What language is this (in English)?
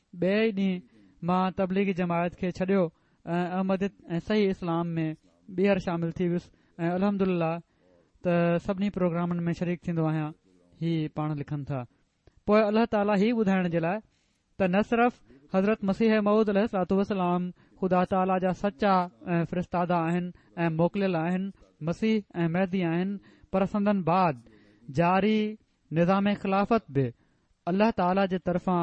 Sindhi